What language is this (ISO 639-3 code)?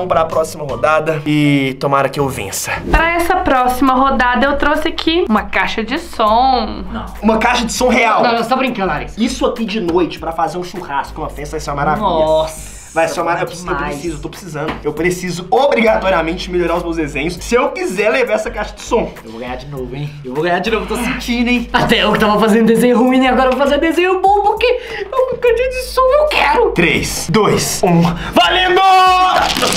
por